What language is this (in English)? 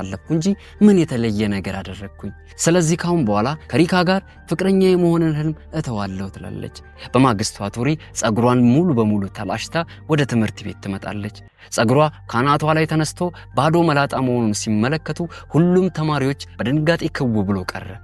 Amharic